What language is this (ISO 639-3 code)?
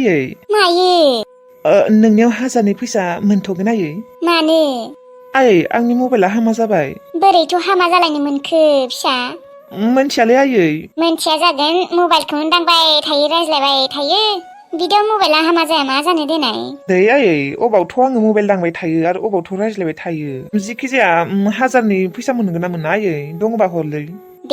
brx